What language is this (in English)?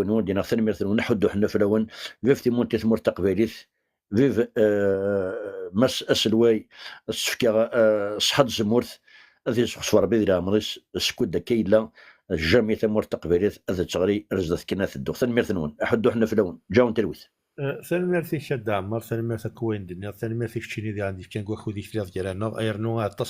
Kabyle